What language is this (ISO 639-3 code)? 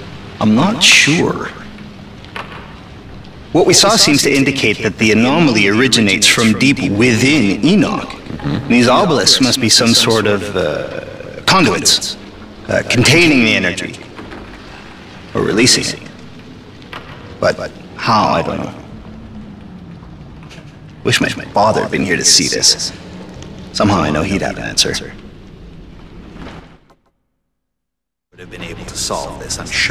eng